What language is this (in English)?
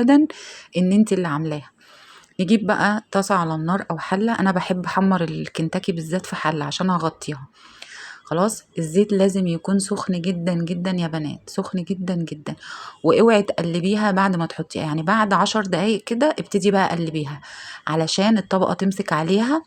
Egyptian Arabic